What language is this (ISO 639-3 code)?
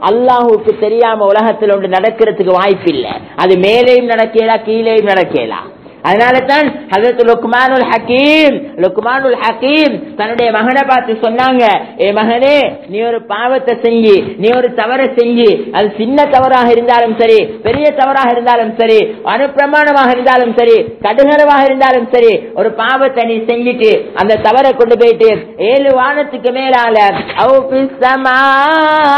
tam